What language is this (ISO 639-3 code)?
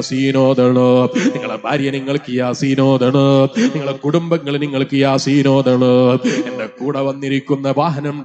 mal